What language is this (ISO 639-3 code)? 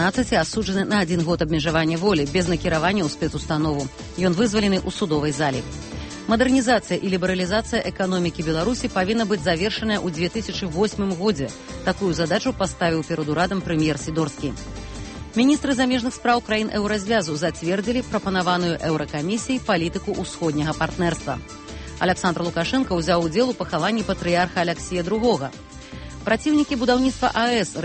bel